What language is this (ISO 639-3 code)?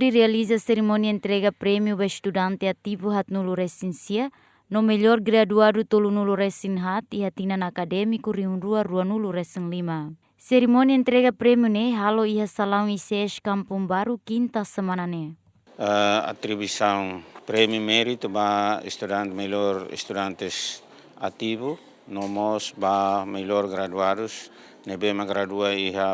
tet